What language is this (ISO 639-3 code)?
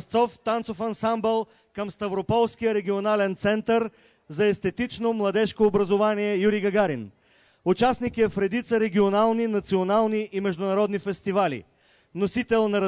bul